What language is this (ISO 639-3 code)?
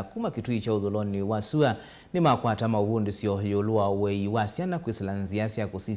kam